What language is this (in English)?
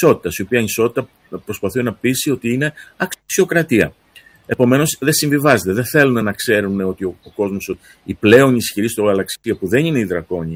Greek